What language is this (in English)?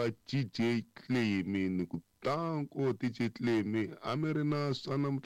Tsonga